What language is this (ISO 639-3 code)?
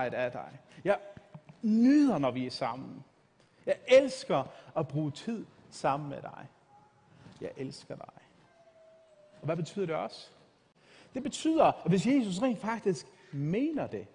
dan